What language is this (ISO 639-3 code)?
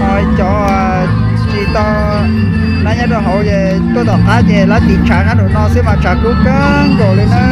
hmn